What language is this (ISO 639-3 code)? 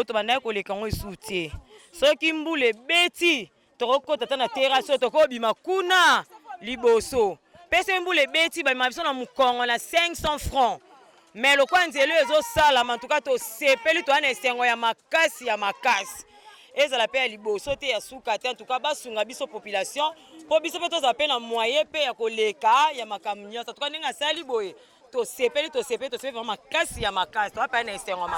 lin